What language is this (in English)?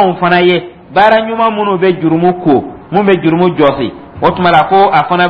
Dyula